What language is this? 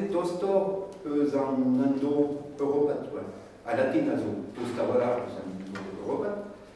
Breton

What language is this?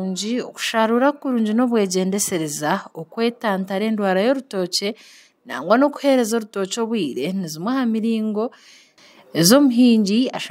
Nyankole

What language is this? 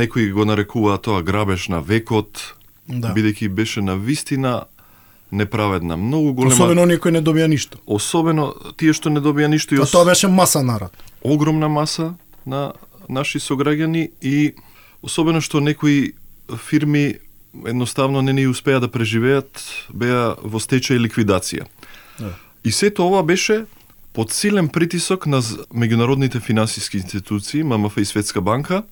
Macedonian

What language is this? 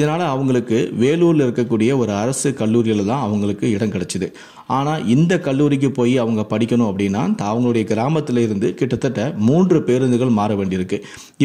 Tamil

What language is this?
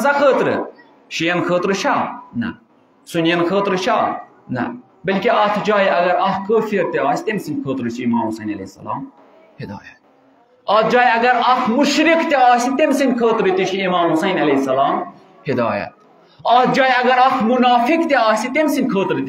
Kashmiri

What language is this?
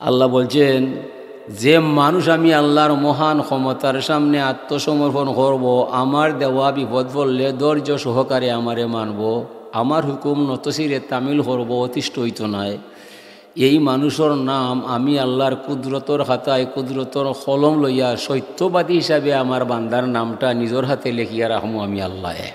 Sylheti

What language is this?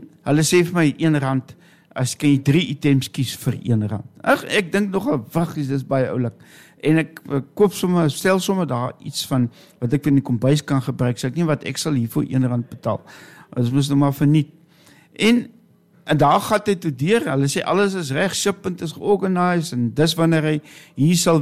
Afrikaans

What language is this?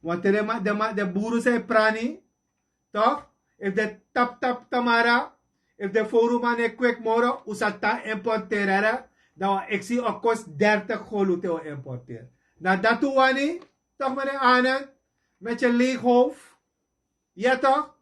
Sranan Tongo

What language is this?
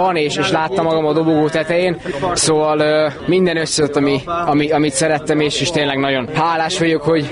Hungarian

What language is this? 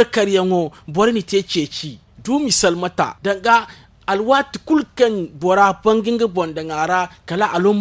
Zarma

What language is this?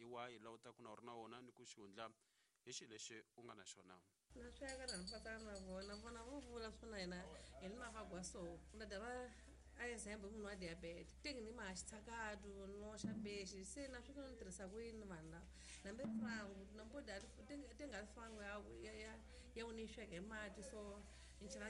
Tsonga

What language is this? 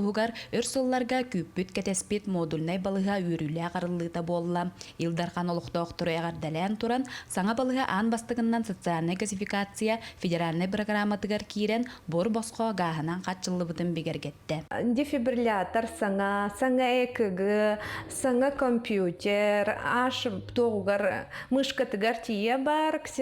Yakut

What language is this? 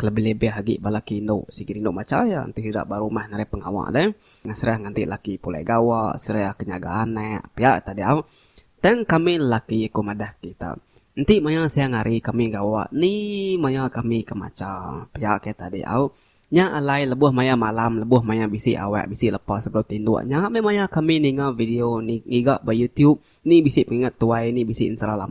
Iban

